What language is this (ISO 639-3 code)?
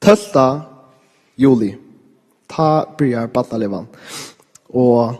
fao